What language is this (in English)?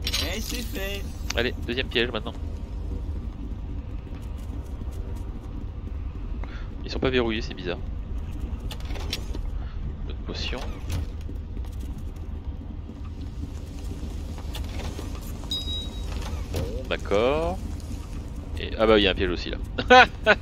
French